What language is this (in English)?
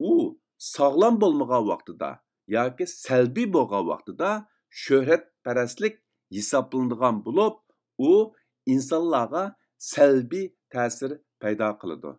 Uyghur